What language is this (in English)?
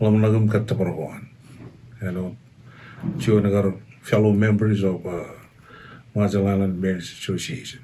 Marshallese